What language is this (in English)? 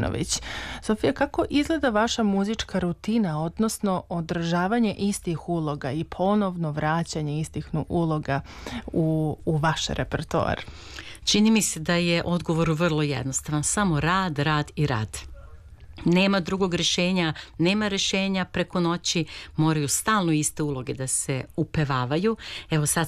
Serbian